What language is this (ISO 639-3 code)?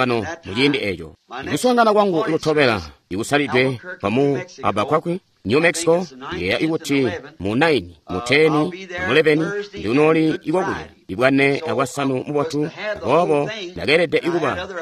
toi